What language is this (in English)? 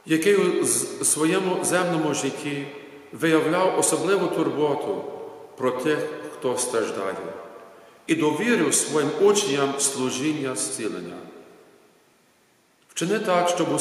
Ukrainian